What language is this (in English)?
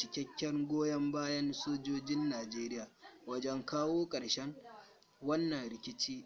Hausa